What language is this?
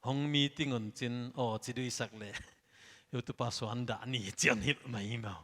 Paite Chin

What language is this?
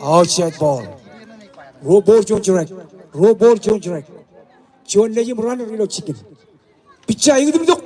Marshallese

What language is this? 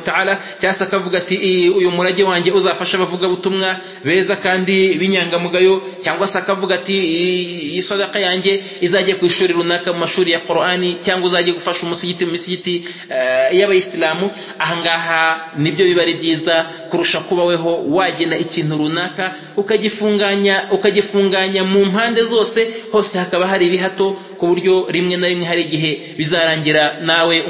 Kinyarwanda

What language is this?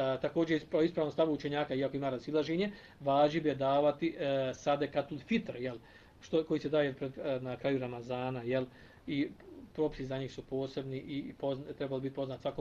Bosnian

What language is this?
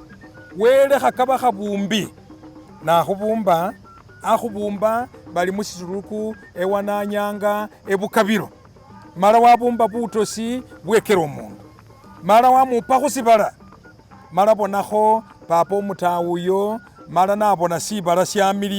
Masaaba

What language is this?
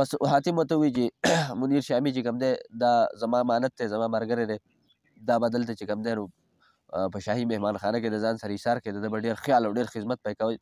Pashto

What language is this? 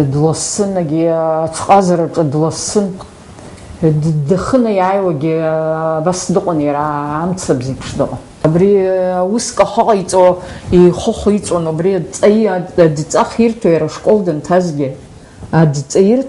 Abkhazian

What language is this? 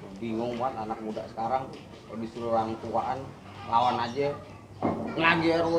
Betawi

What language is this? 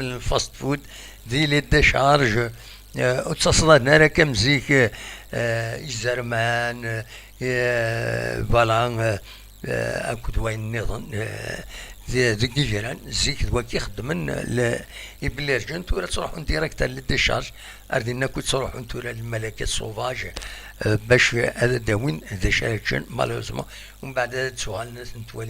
Kabyle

